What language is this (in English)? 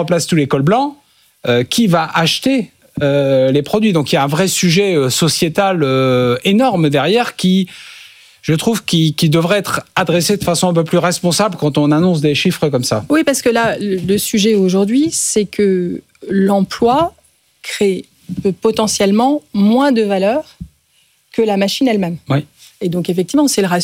French